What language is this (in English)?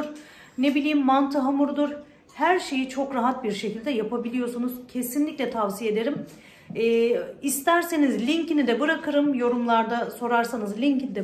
Turkish